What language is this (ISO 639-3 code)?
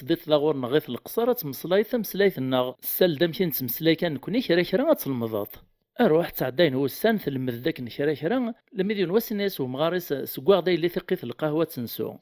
kab